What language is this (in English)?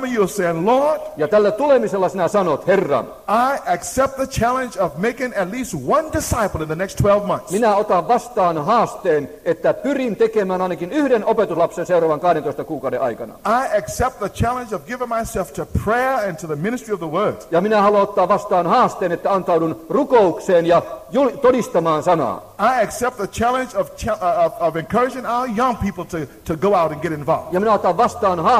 Finnish